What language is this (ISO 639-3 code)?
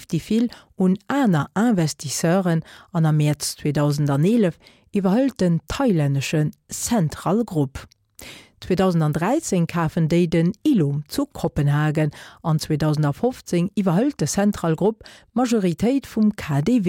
ltz